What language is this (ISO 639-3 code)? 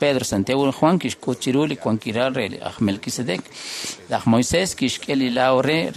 kek